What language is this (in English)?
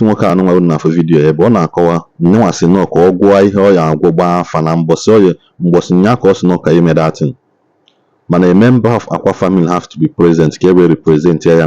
Igbo